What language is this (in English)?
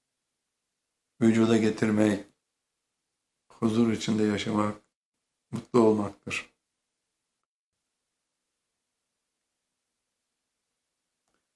Turkish